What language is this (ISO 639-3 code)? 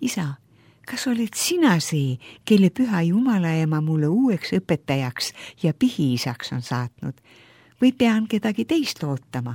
est